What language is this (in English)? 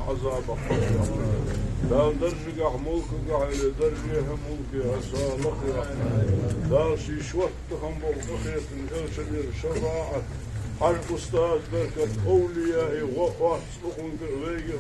Ingush